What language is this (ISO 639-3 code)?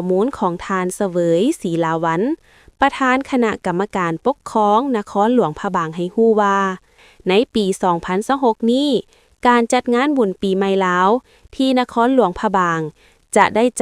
lao